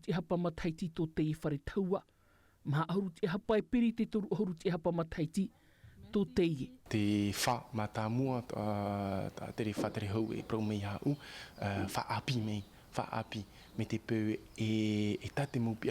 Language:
Tahitian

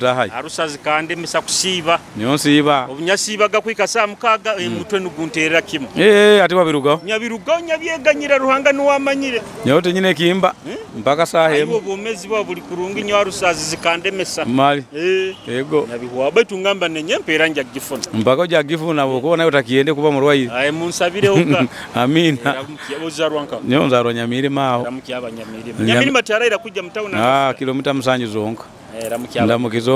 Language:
Nyoro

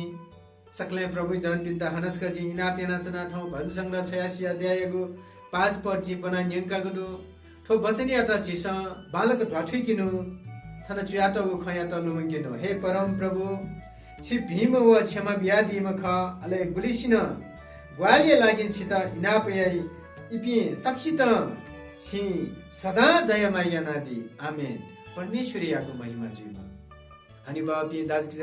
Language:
Newari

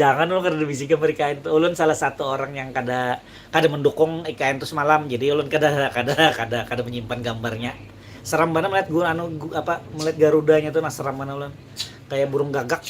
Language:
Banjar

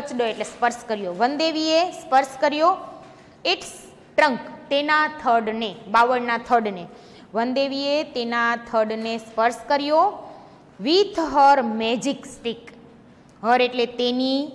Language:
Gujarati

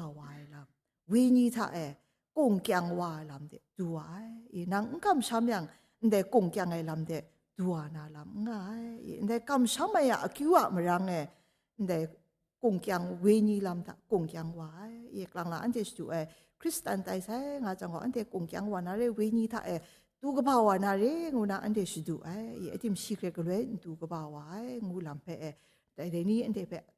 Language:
Kachin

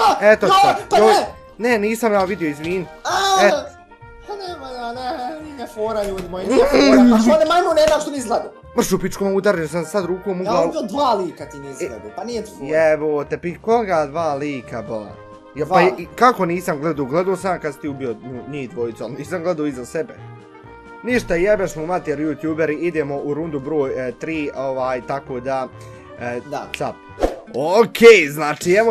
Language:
Bosnian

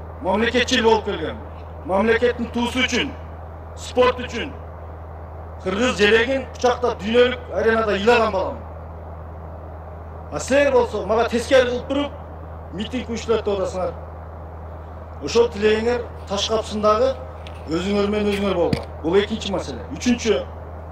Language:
Kyrgyz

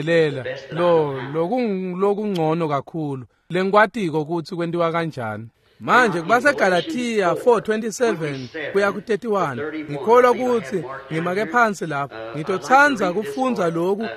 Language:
Swati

